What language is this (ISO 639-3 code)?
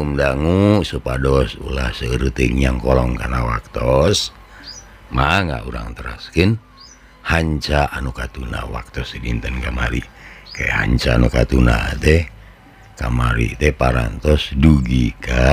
sun